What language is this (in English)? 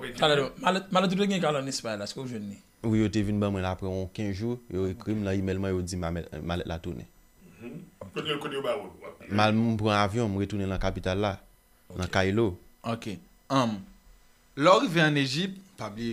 Haitian Creole